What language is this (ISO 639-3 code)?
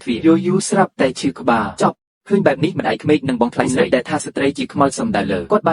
khm